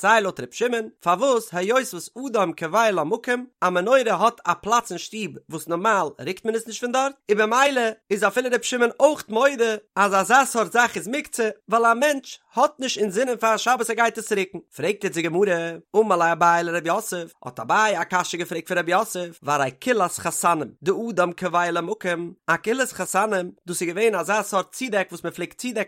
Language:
Yiddish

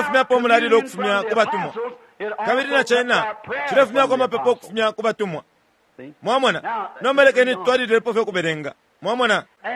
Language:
Bemba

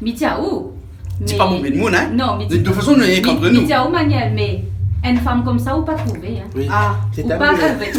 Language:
Réunion Creole French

